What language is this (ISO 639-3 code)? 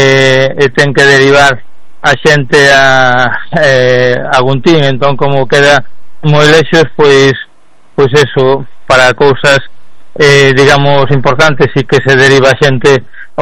glg